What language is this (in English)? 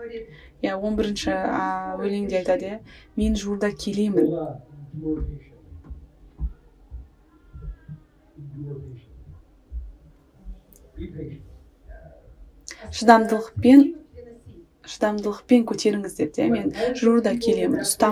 Kazakh